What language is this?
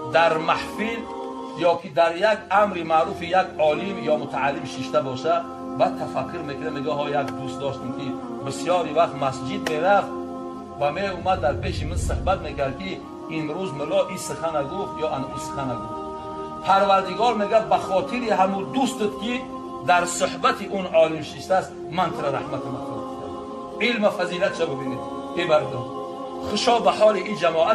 Tajik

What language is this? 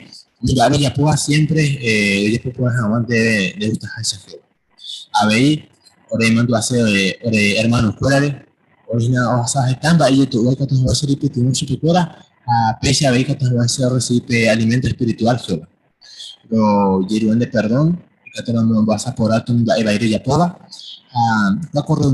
Guarani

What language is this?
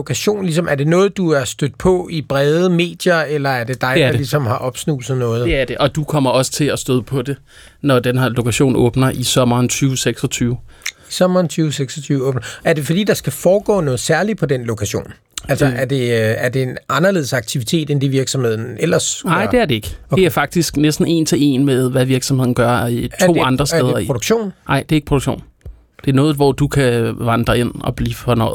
Danish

